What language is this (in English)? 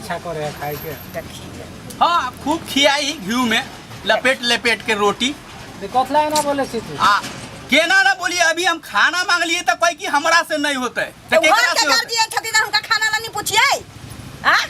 Maithili